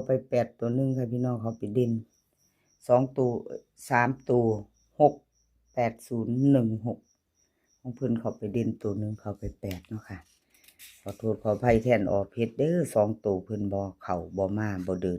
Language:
Northeastern Thai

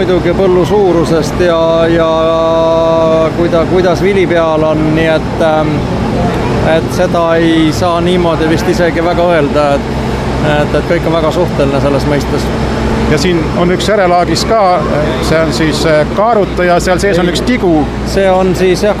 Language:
Estonian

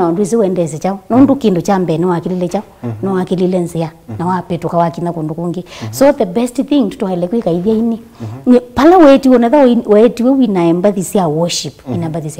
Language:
Kamba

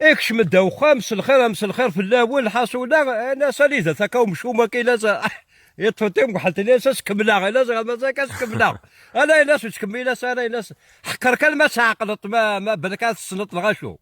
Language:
Kabyle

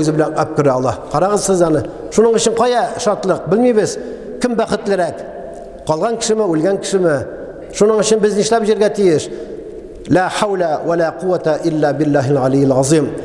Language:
Tatar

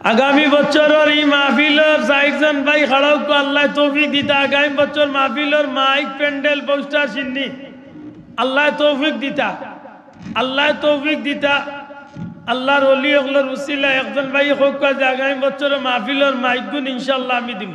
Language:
Sylheti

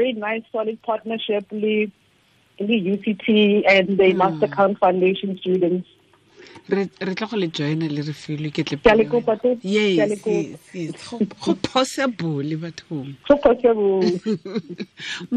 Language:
Tswana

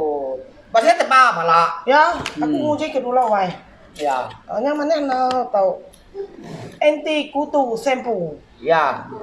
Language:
Iban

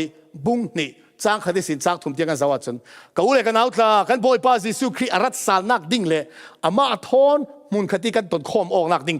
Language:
Falam Chin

